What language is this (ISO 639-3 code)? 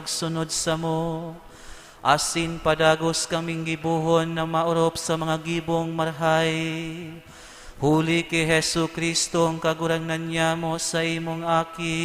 bik